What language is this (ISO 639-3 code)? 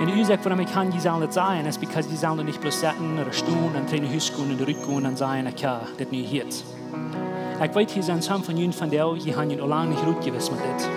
pdt